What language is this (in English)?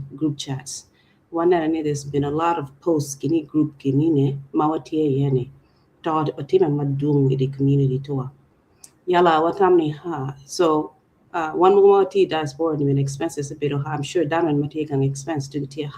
Acoli